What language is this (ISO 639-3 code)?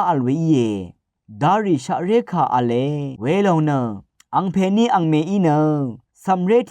raw